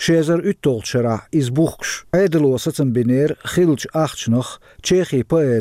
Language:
Chechen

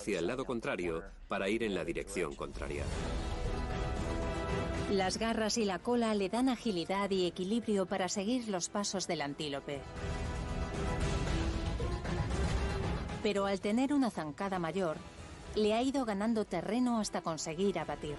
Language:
Spanish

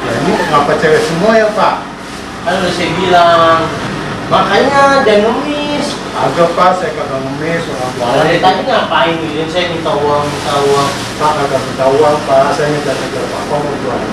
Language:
Betawi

